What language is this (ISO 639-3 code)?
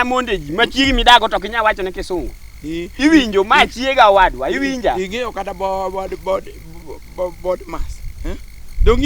luo